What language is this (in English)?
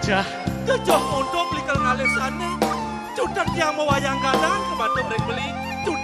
Balinese